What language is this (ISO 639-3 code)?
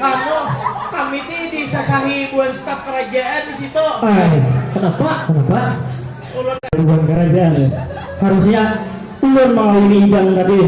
bjn